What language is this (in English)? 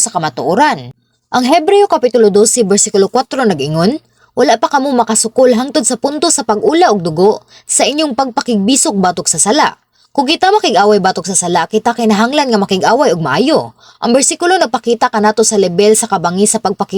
Cebuano